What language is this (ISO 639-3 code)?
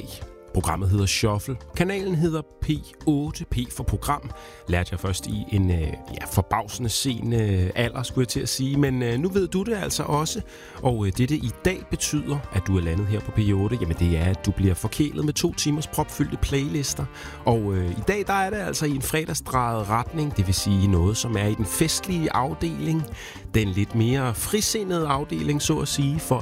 dan